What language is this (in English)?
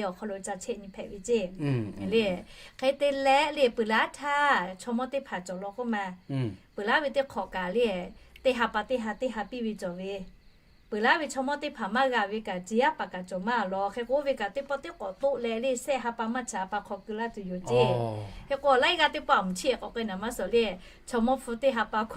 Lahu